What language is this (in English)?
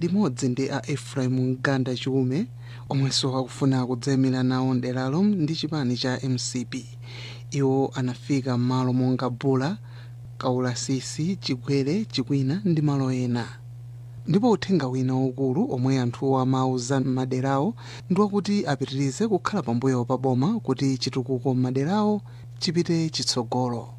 Nyanja